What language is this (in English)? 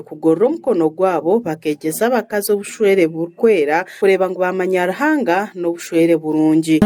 Nyankole